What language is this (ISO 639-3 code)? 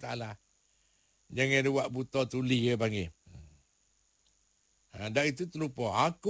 msa